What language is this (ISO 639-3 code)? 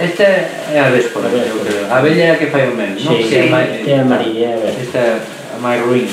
glg